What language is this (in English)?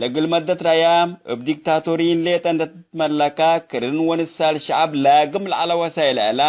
Tigre